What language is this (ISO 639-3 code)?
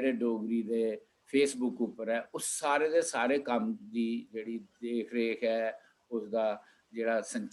doi